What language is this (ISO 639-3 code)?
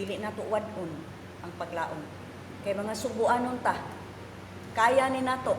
ceb